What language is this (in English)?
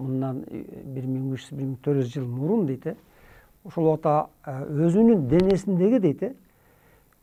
Kyrgyz